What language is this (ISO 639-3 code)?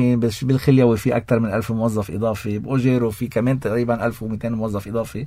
apc